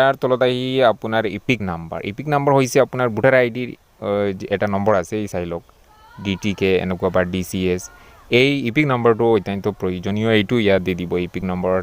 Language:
Assamese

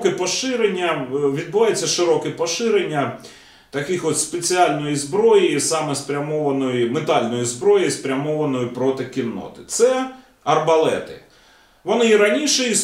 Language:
Ukrainian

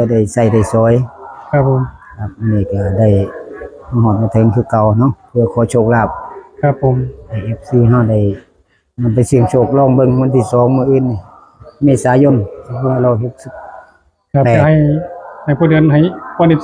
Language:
Northeastern Thai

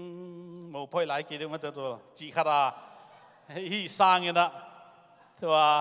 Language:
Tedim Chin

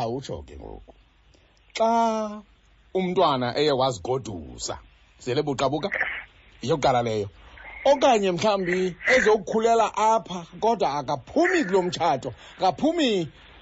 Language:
Xhosa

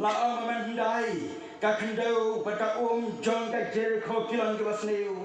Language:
Khasi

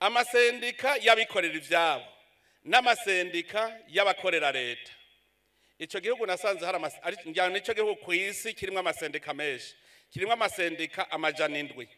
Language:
Rundi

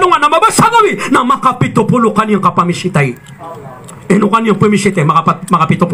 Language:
Maranao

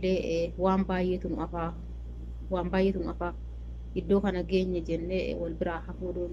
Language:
Oromo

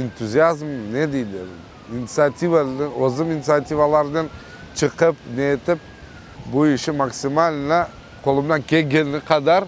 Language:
Crimean Tatar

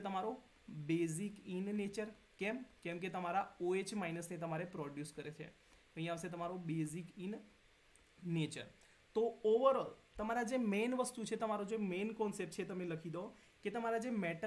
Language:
Gujarati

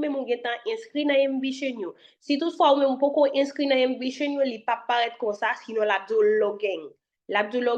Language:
Haitian Creole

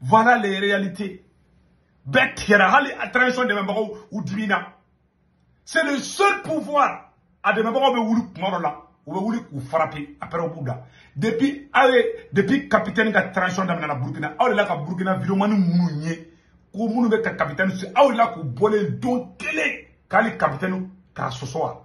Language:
Bambara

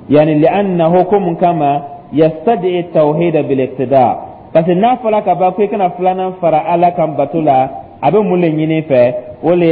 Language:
Dyula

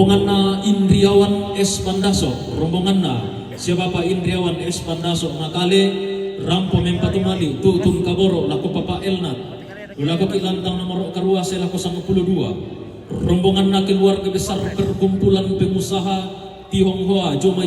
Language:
Toraja-Sa'dan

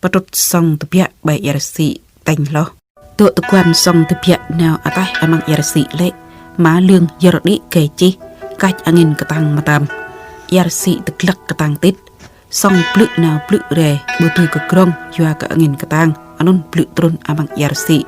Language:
Jarai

